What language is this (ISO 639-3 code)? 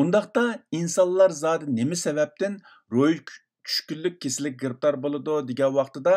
uig